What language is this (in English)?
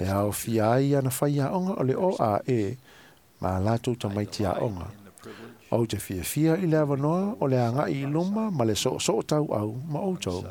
Samoan